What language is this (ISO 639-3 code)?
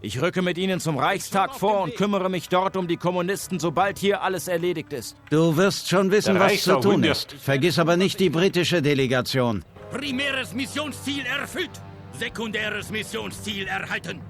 bar